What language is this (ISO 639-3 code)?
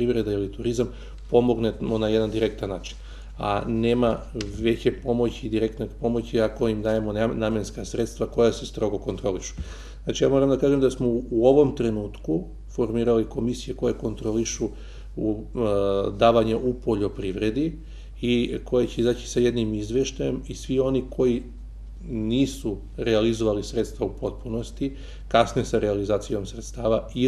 srp